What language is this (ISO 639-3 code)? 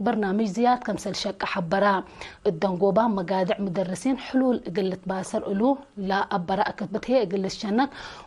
tig